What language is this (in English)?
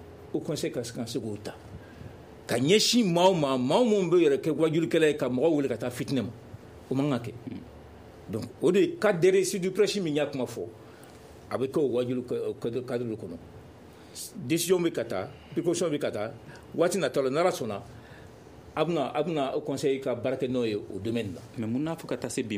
Bambara